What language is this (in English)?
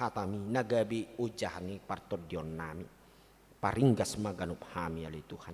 Batak Toba